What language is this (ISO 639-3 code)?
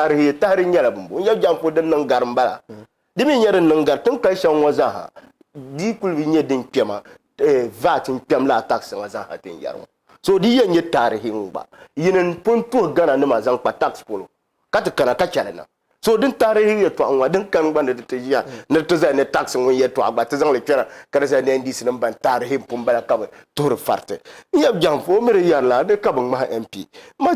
dag